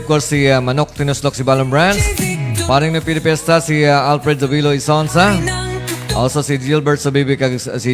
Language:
Hiligaynon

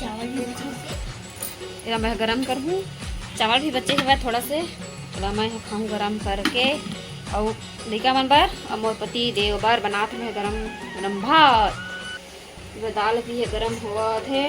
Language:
Chhattisgarhi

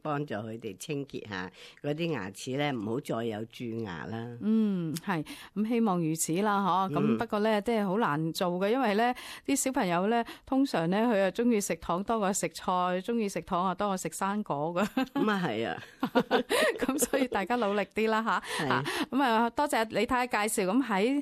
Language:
Cantonese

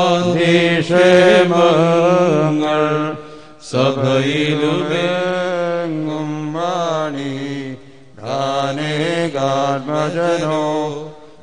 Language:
Malayalam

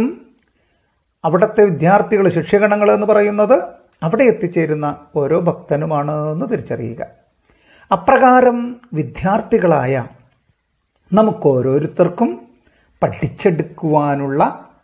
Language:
Malayalam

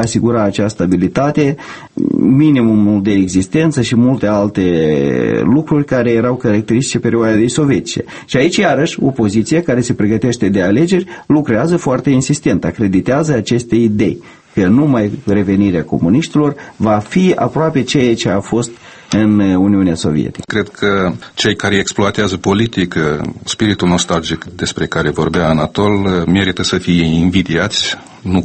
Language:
Romanian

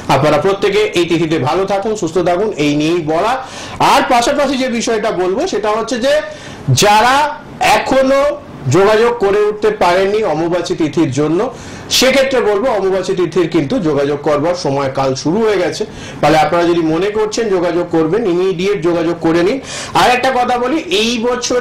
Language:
Bangla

